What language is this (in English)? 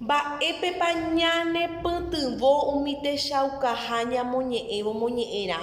Guarani